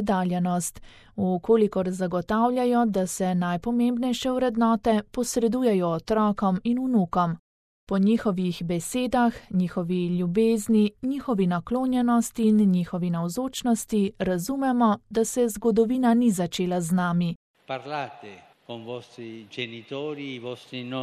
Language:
Slovenian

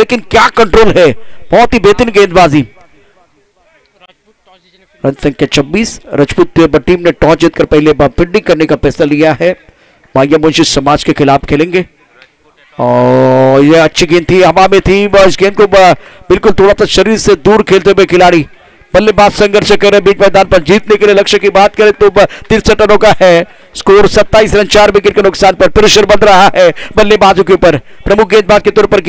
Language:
Hindi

